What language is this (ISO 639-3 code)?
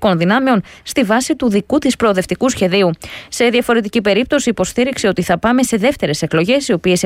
ell